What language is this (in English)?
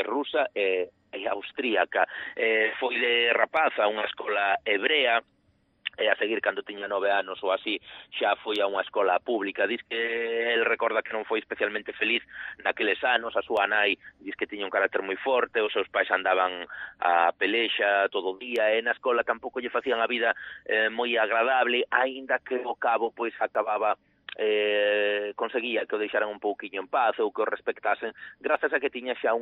Galician